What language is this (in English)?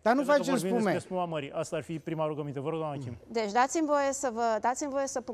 Romanian